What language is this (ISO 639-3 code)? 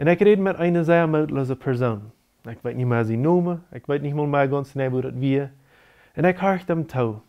pdt